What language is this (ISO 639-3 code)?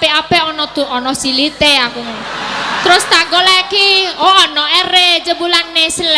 jav